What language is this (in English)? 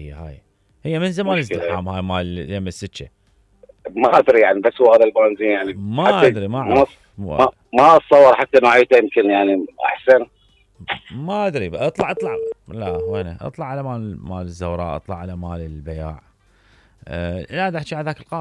Mesopotamian Arabic